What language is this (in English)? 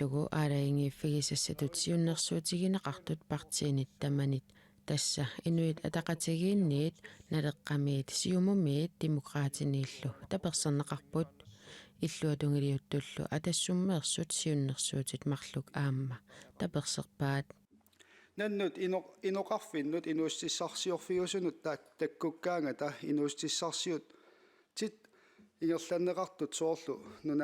Kalaallisut